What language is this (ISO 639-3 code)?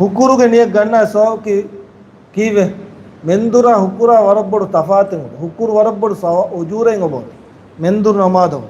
div